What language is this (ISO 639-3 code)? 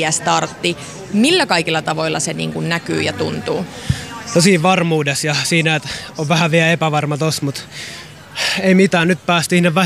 fin